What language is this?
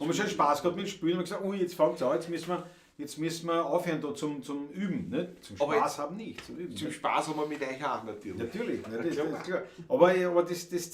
Bavarian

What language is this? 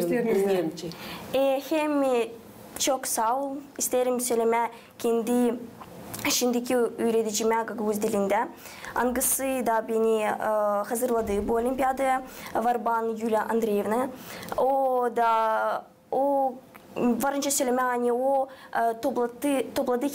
Gagauz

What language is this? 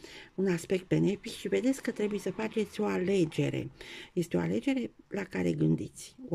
Romanian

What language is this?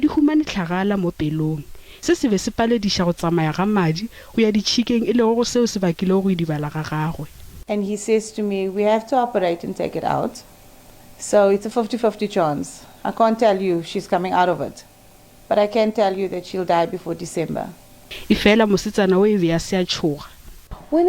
Northern Sotho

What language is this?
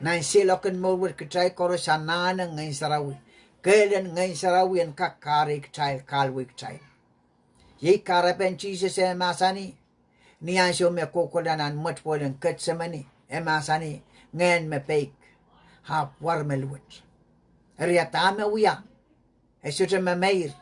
Pohnpeian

